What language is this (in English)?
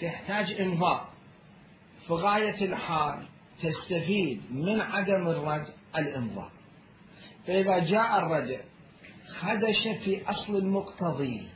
Mesopotamian Arabic